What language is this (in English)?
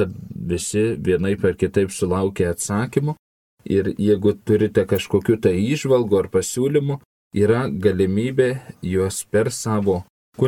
Lithuanian